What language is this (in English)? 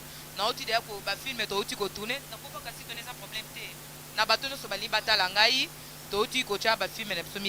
Lingala